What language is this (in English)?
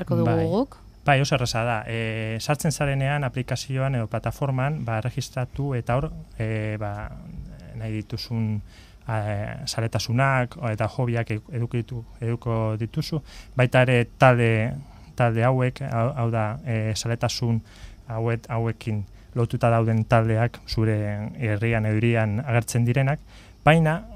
Basque